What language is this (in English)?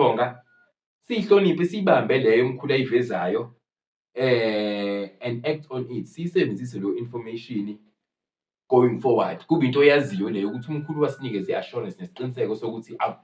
Zulu